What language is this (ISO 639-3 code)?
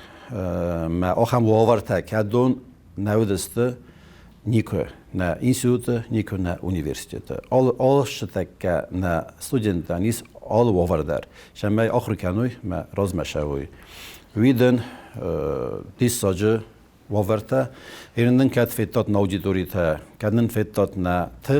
oss